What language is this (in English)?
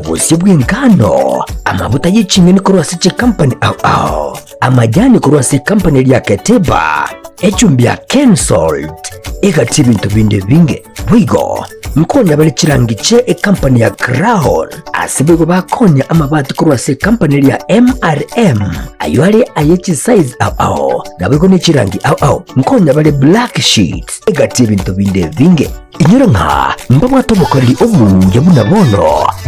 Gusii